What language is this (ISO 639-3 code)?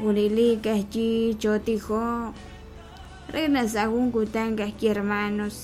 kek